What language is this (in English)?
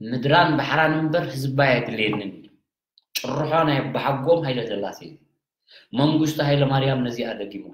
Tigrinya